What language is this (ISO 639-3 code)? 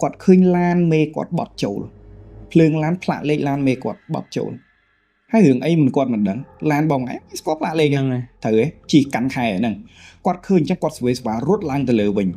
khm